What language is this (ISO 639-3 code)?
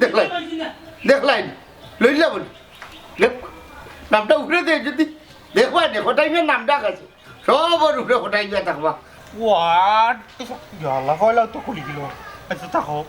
syl